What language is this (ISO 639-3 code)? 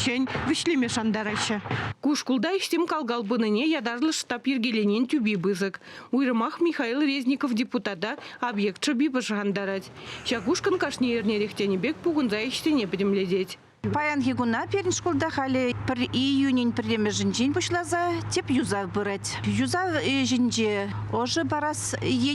chv